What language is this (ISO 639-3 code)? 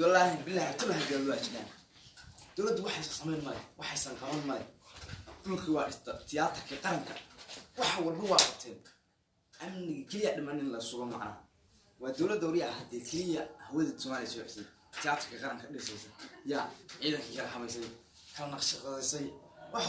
som